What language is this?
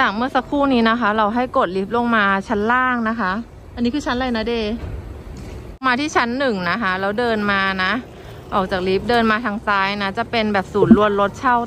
Thai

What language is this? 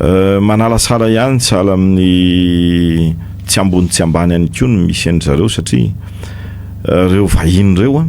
Malagasy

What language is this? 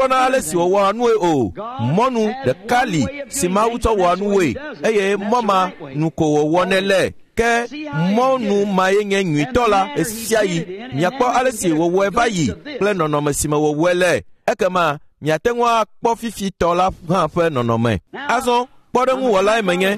Ewe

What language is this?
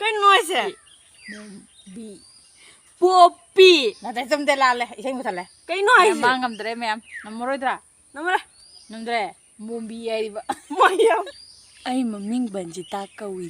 Manipuri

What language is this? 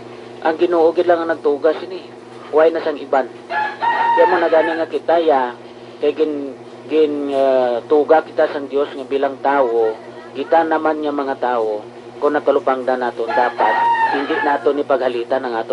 Hiligaynon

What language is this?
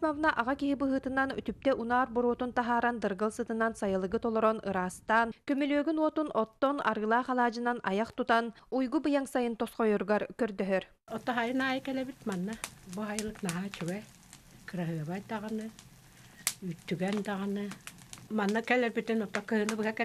Yakut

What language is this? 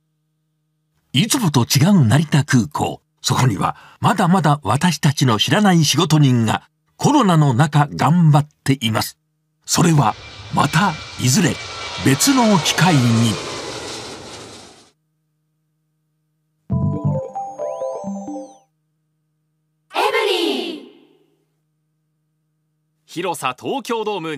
Japanese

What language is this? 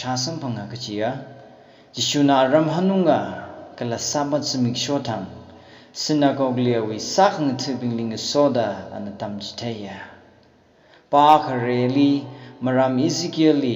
Tangkhul Naga (India)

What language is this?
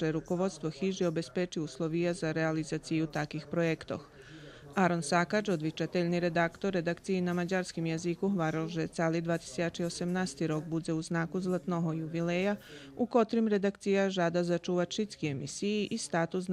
Rusyn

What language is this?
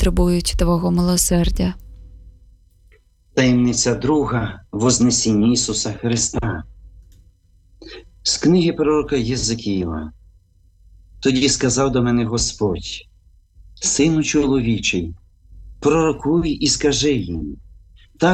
Ukrainian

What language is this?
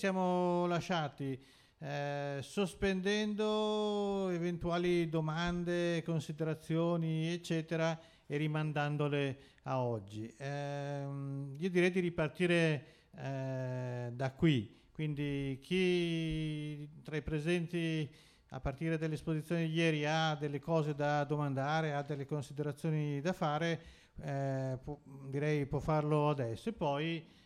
Italian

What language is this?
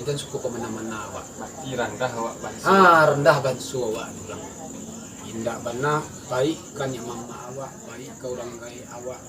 Minangkabau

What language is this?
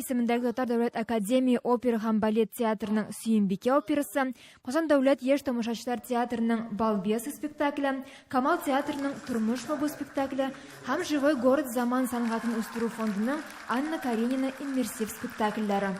Tatar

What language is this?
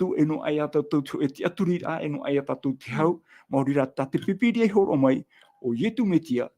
Tahitian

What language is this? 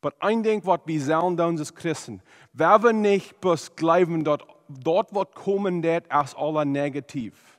Plautdietsch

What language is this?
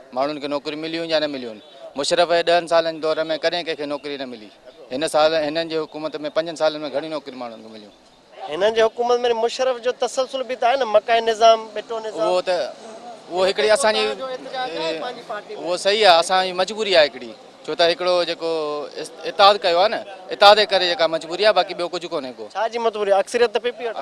Sindhi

